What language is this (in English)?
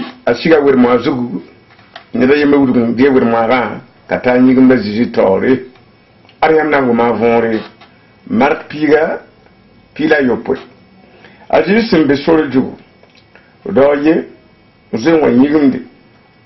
Mossi